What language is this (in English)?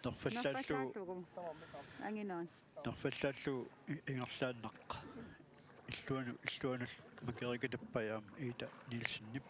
Kalaallisut